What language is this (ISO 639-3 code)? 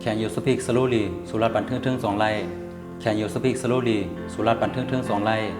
shn